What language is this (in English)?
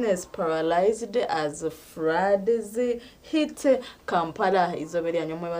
Nyankole